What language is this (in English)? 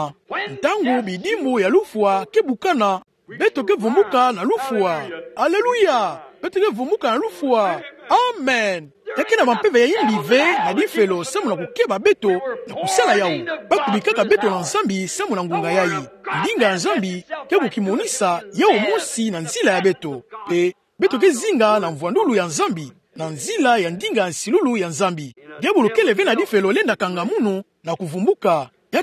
Kituba (Democratic Republic of Congo)